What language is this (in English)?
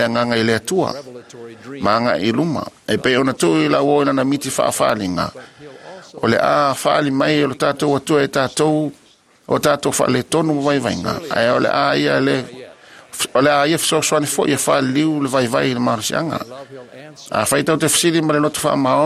Samoan